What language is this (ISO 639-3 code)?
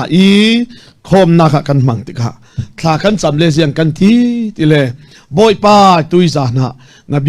cfm